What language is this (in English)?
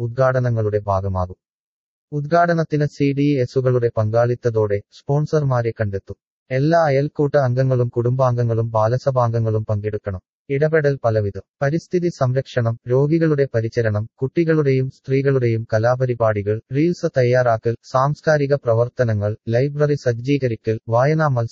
Malayalam